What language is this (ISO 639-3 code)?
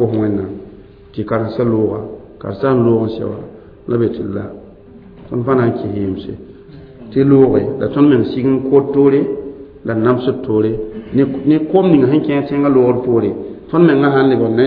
mos